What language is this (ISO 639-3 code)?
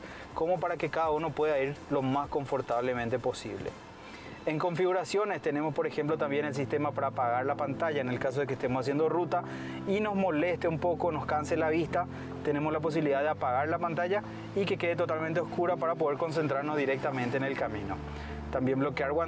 spa